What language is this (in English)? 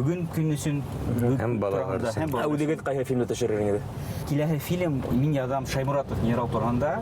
Bashkir